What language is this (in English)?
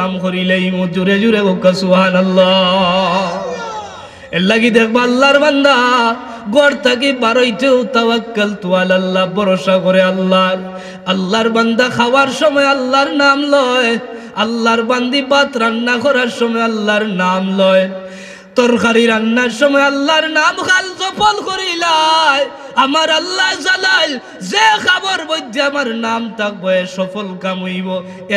Sylheti